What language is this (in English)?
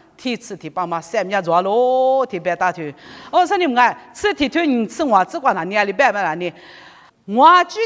Lisu